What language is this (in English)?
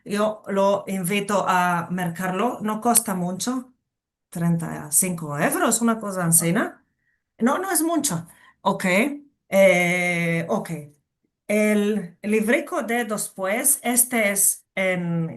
Ladino